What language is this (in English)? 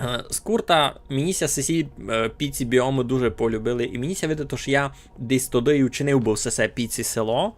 Rusyn